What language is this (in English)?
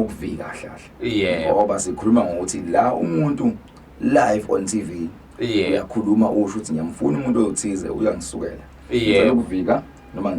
Zulu